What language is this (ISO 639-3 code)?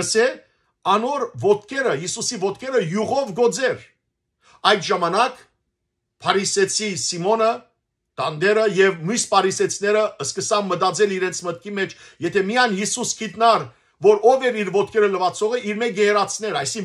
hyw